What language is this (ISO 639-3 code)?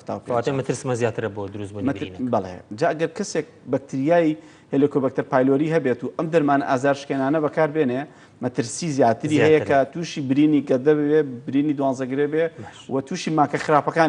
ckb